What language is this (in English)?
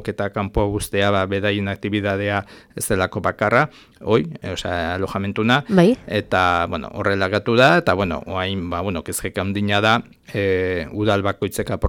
Basque